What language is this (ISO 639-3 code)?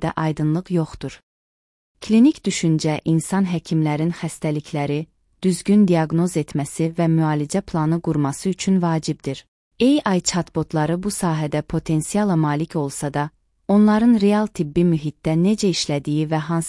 aze